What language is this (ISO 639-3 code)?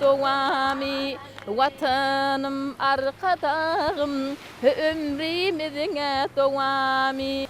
tuk